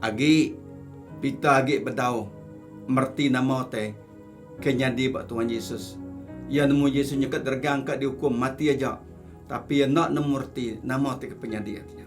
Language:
Iban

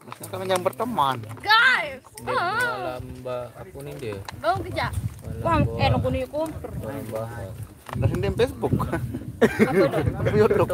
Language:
Sasak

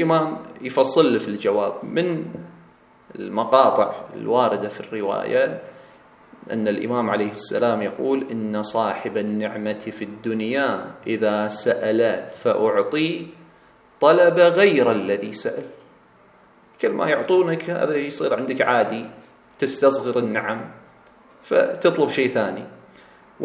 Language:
Arabic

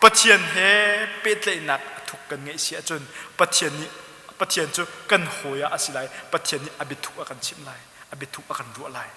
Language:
Hakha Chin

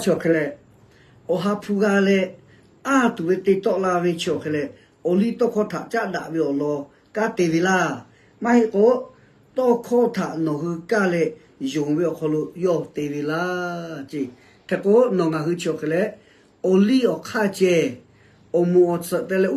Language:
Lahu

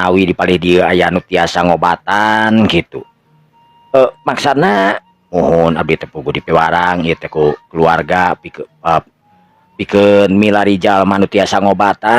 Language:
Sundanese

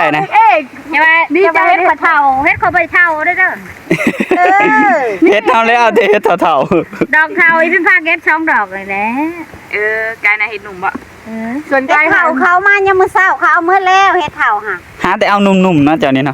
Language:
Northeastern Thai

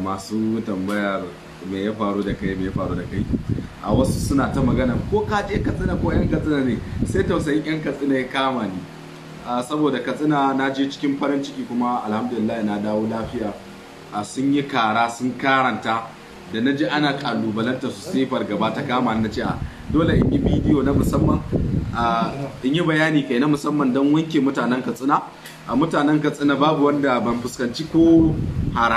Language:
Hausa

